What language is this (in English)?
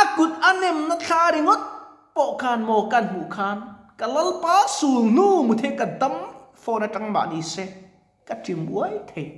Mizo